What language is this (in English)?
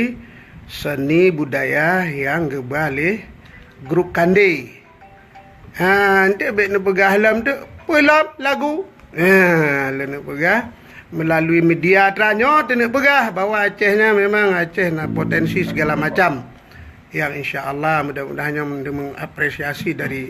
Achinese